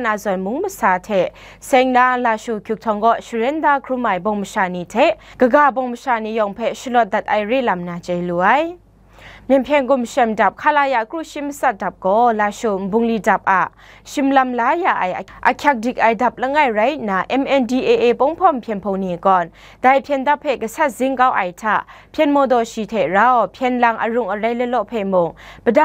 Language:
Kachin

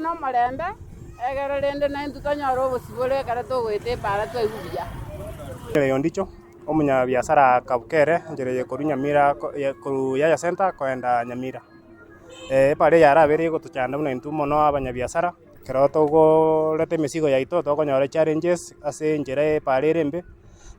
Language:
Gusii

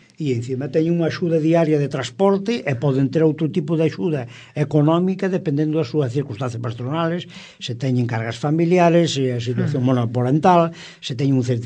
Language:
Galician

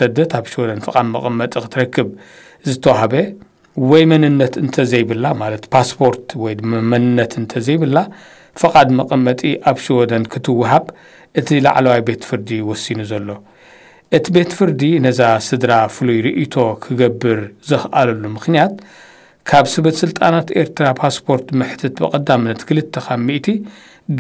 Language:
Tigrinya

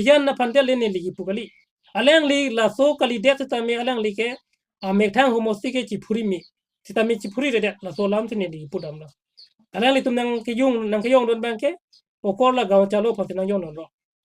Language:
Karbi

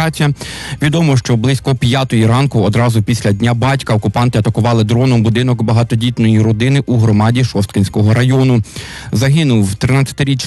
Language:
Ukrainian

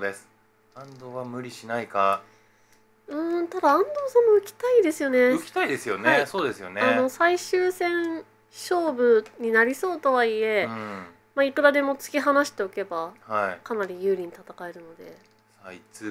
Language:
Japanese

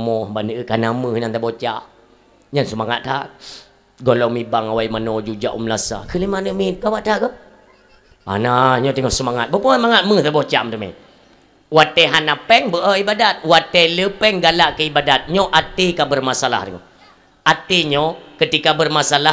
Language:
Achinese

